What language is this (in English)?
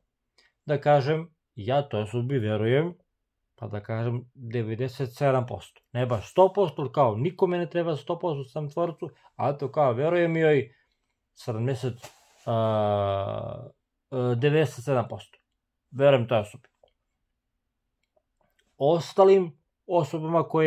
Serbian